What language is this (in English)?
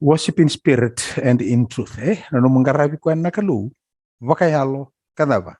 Fijian